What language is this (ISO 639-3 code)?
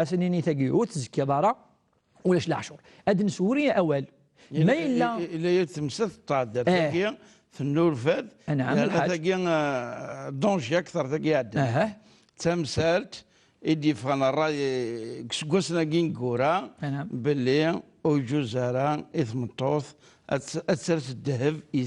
kab